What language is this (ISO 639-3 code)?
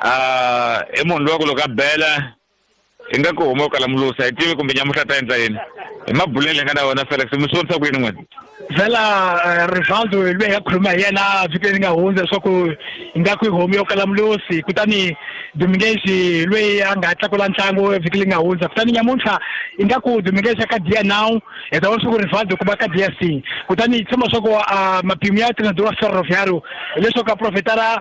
tso